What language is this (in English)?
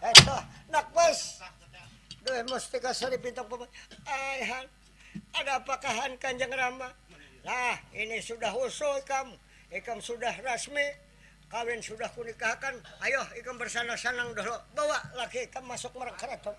Banjar